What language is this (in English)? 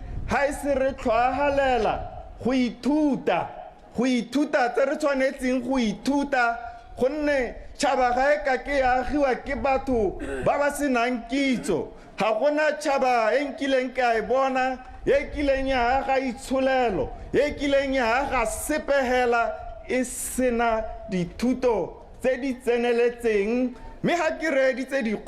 Tswana